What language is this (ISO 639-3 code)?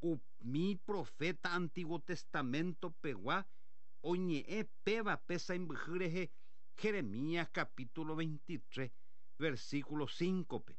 grn